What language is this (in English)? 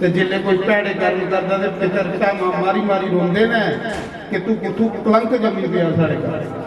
Dogri